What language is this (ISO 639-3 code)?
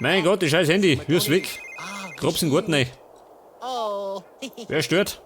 bar